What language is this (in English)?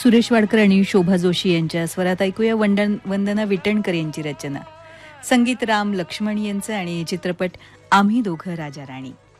Marathi